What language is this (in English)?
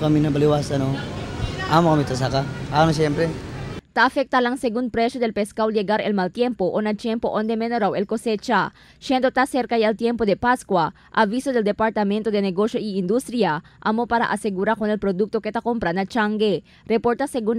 Chavacano